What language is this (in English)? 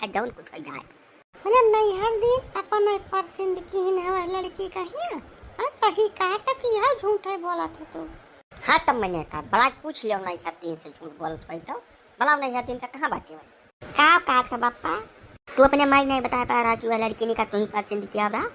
Awadhi